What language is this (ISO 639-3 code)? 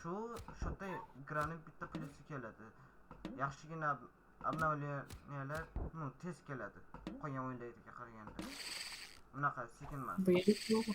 uzb